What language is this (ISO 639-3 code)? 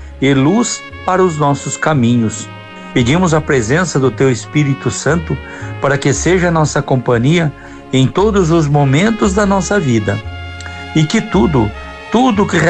por